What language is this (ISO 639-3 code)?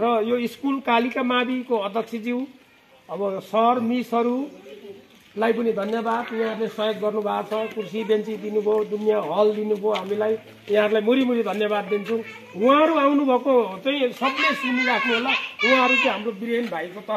nep